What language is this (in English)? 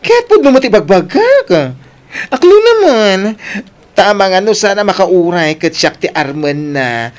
Iloko